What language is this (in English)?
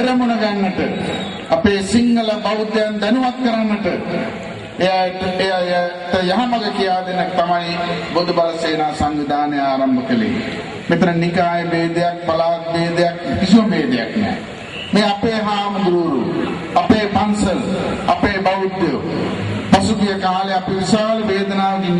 Sinhala